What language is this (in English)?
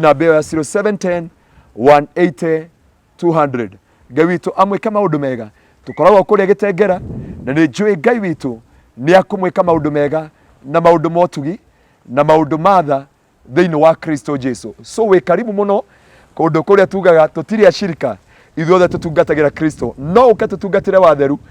Kikuyu